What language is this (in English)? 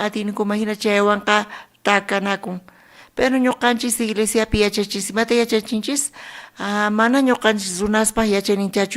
South Bolivian Quechua